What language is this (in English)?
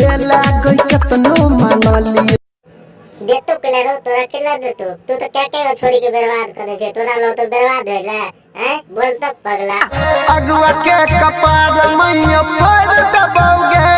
Maithili